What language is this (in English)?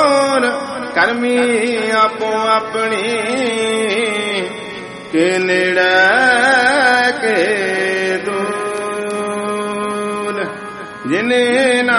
Punjabi